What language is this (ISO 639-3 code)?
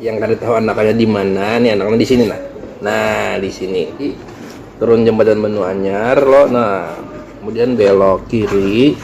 bjn